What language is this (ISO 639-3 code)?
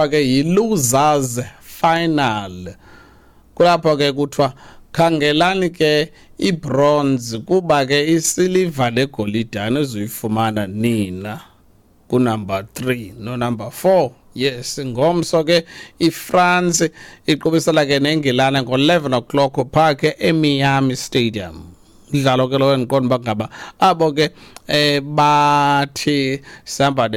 xho